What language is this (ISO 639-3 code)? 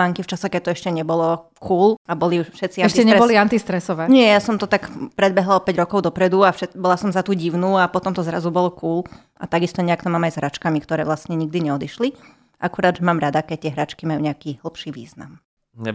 slk